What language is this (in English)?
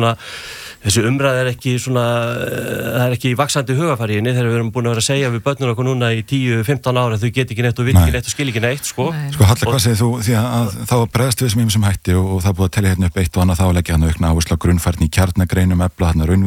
Icelandic